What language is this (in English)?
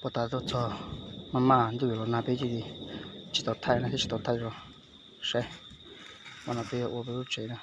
Hmong